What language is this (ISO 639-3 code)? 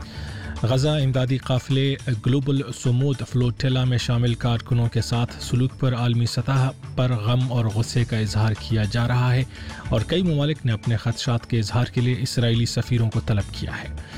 urd